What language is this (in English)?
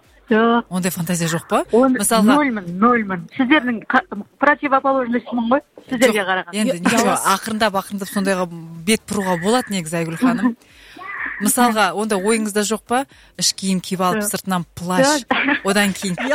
Kazakh